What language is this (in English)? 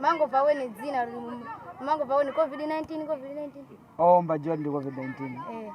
Nyanja